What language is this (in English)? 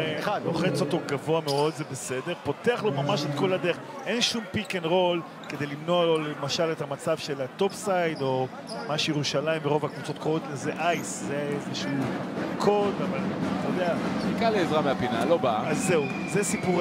Hebrew